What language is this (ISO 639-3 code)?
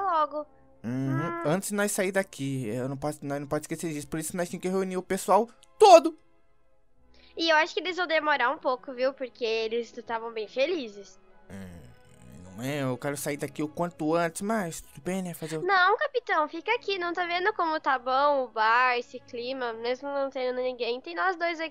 por